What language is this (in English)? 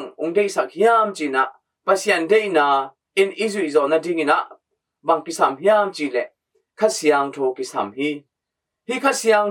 Tedim Chin